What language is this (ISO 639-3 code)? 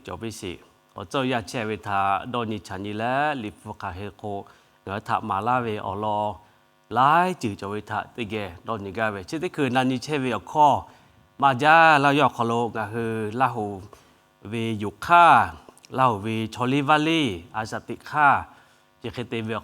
lhu